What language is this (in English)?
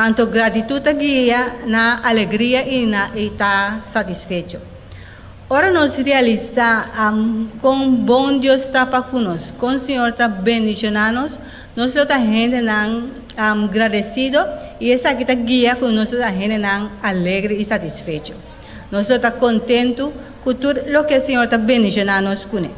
Papiamento